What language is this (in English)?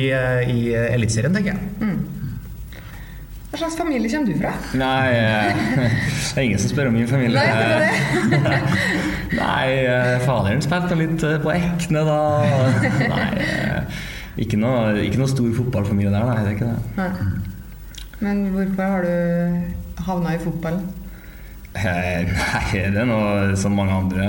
Norwegian